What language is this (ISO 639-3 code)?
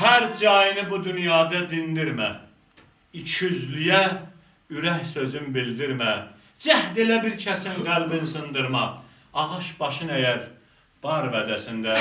azb